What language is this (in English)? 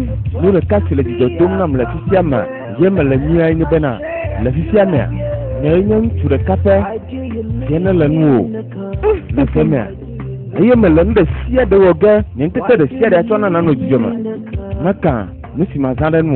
Ewe